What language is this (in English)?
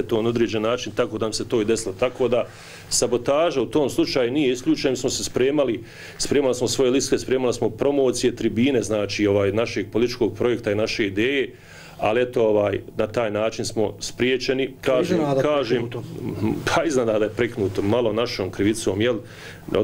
Bosnian